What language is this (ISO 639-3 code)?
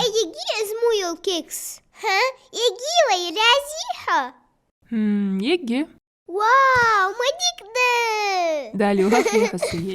inh